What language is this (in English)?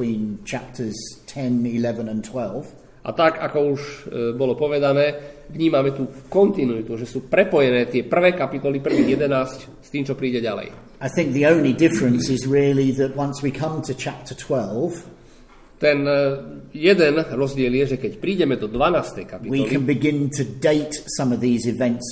Slovak